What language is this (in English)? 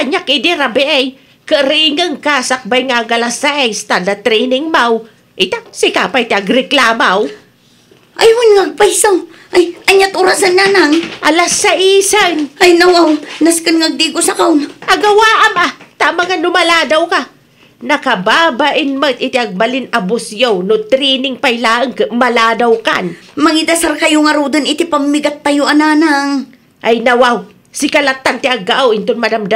Iloko